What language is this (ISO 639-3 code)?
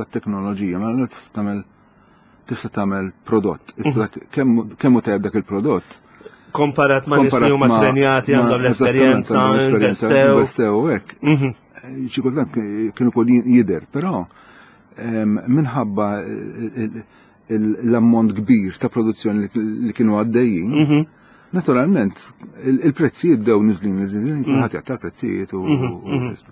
mlt